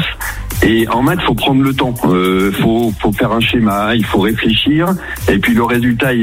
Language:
French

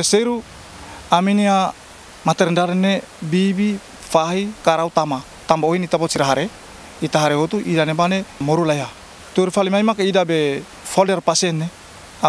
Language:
Tetum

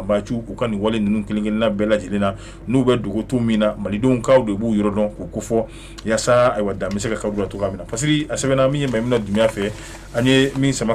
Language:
Bambara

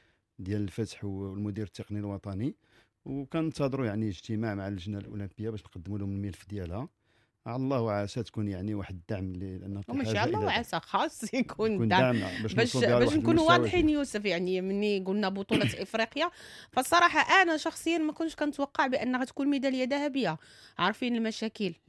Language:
Moroccan Arabic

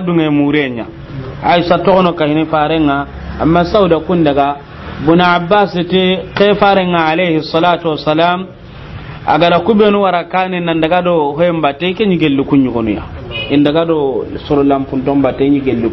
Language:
Soninke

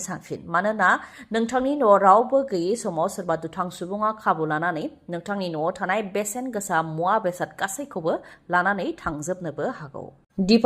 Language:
Bodo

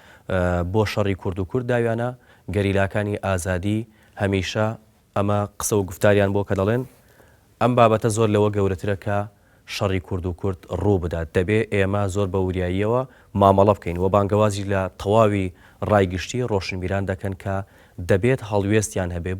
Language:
Central Kurdish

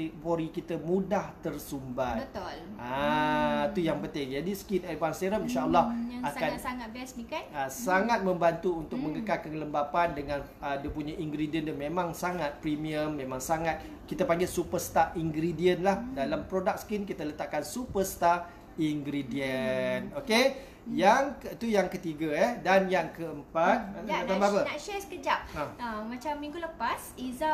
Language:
Malay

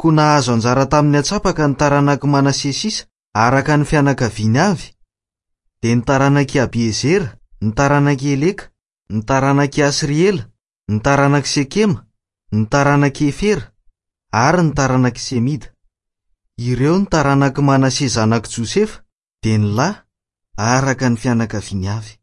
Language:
Malagasy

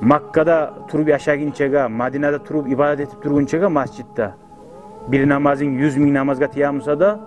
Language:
Kumyk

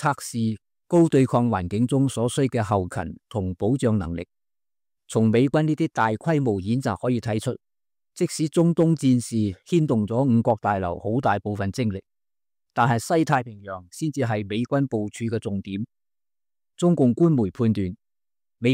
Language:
Cantonese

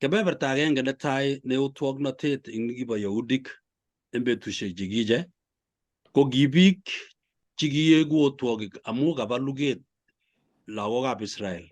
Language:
Kalenjin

